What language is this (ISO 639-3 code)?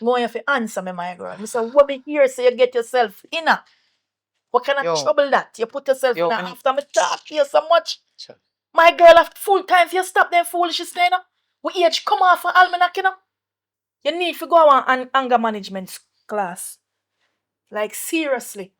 jam